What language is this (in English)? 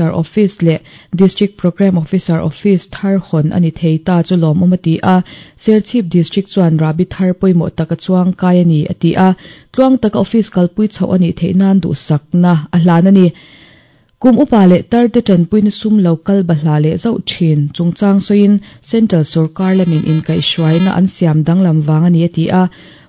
Mizo